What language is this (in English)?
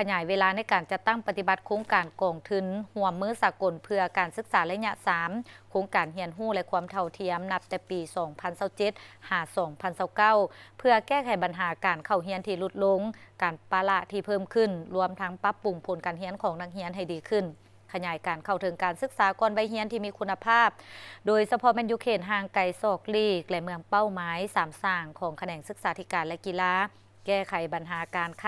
Lao